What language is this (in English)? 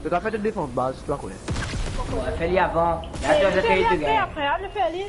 Morisyen